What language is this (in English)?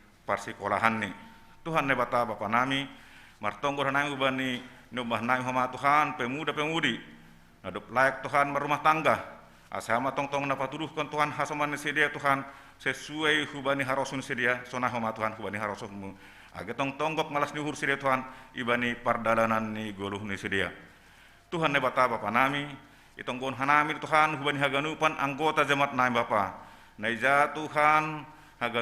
Batak Simalungun